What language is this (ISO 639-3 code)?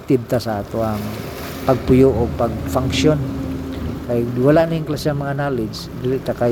ceb